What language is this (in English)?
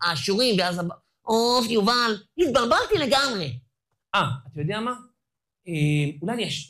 Hebrew